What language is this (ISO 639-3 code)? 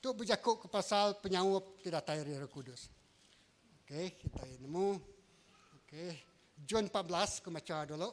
iba